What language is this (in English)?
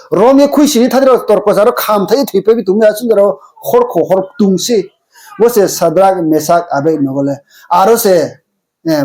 Riang (India)